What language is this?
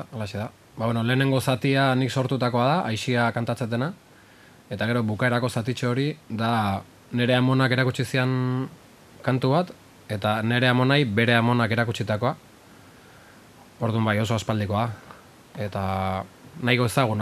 Basque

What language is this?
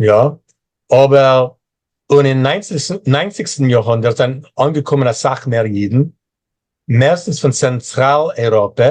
Yiddish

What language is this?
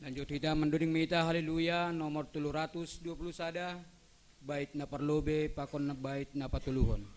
Batak Simalungun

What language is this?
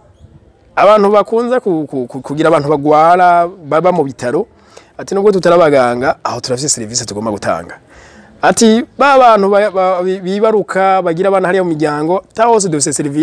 Rundi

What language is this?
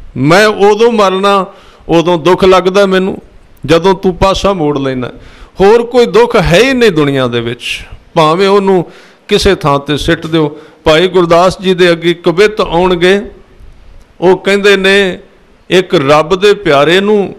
Punjabi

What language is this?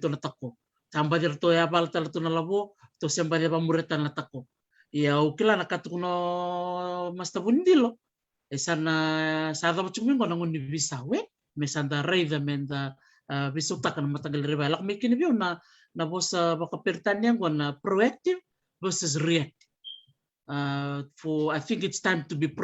Fijian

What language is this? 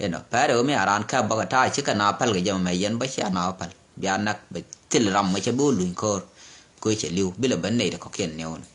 Nuer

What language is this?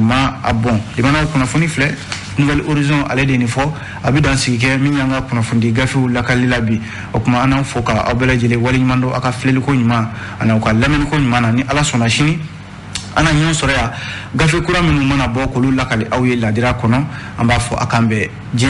Bambara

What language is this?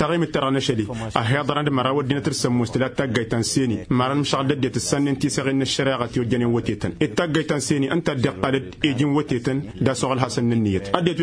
Tamasheq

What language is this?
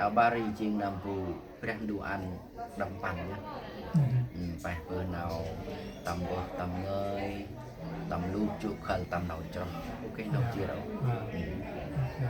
Central Mnong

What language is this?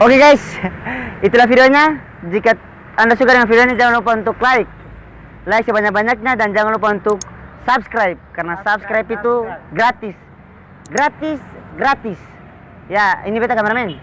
Ambonese Malay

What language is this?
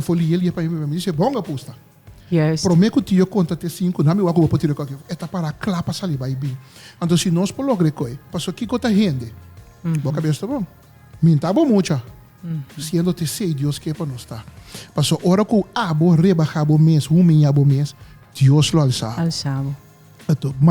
Papiamento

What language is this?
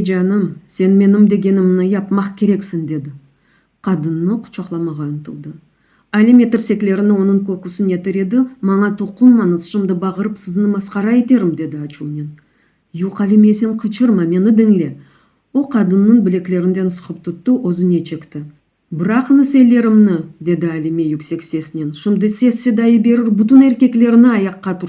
Crimean Tatar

